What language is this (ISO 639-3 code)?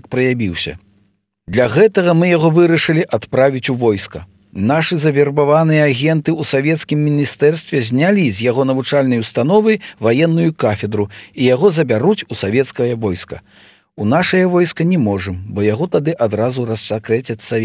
bel